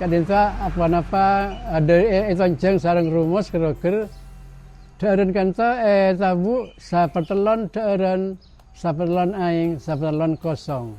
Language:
Madurese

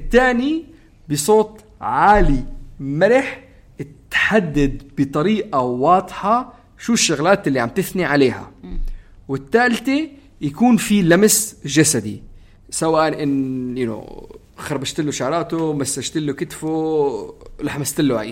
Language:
North Levantine Arabic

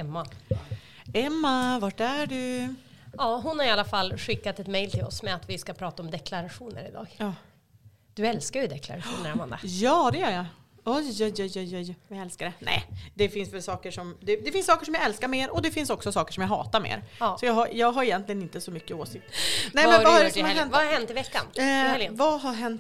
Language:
Swedish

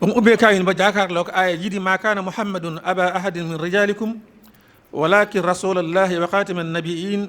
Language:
Wolof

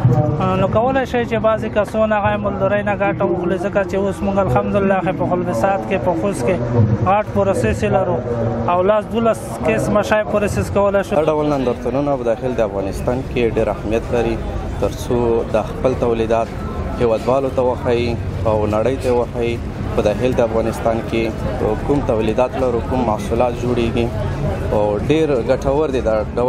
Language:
Pashto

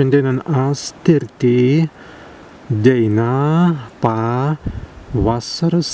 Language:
Prussian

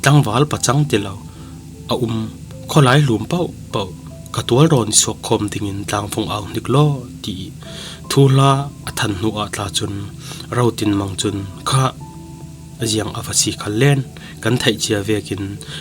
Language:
Falam Chin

